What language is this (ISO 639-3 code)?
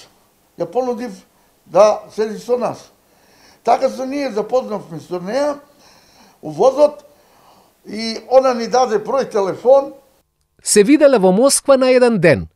mkd